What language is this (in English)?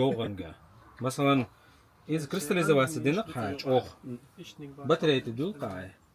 Chechen